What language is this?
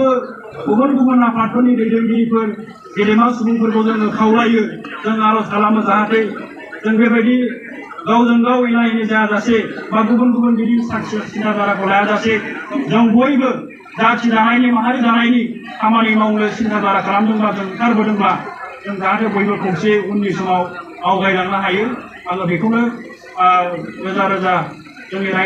Bodo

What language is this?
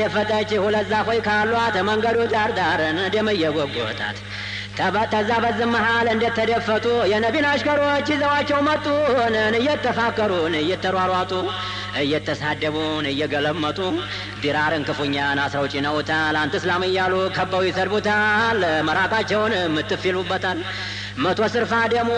Amharic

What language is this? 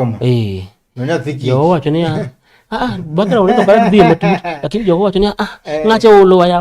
Luo (Kenya and Tanzania)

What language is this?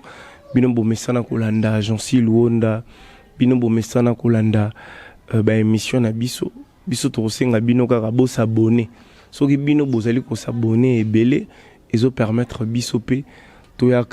Lingala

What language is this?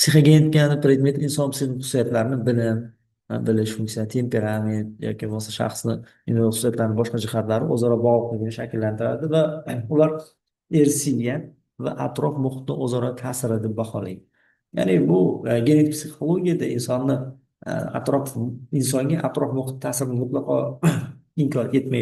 Uzbek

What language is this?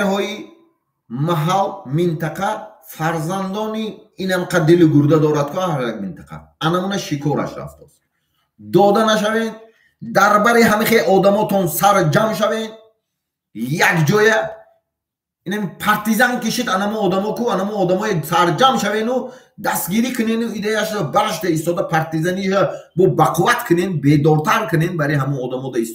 Tajik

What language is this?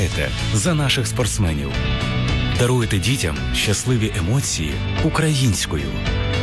Ukrainian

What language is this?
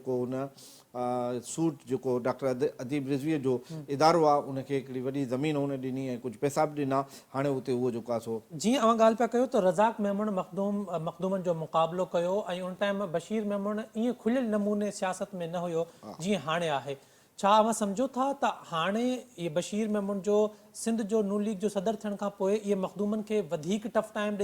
Sindhi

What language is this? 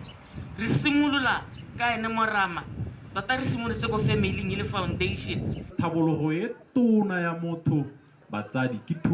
Tswana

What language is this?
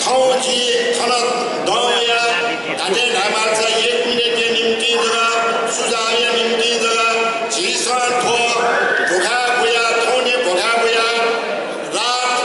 Newari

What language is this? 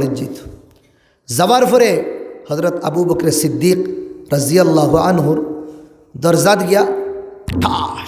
Sylheti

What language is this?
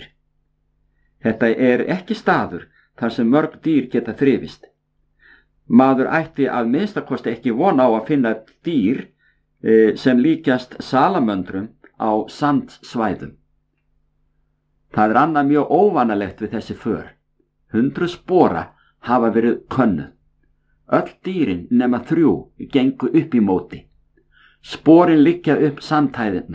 Icelandic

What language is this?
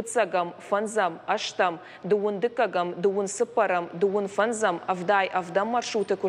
Ossetic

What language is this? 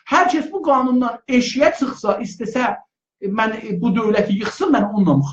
South Azerbaijani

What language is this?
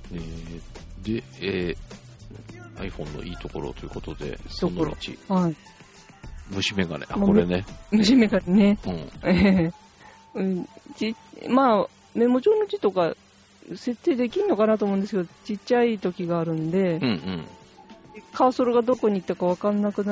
Japanese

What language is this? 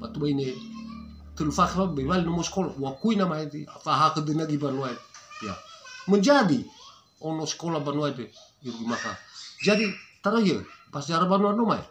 Nias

